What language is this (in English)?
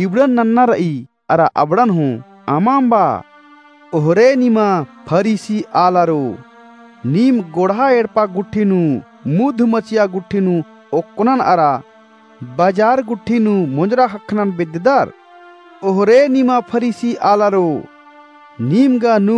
Kurukh